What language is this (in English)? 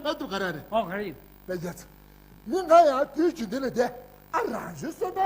Tibetan